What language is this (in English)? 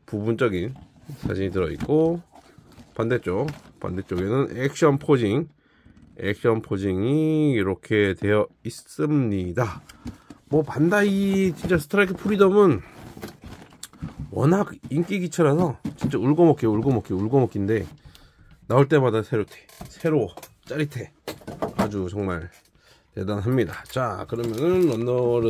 Korean